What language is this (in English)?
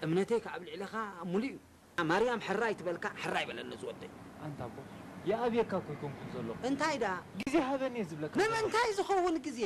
Tigrinya